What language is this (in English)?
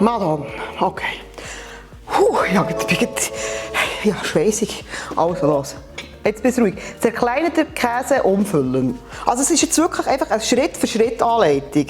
Swiss German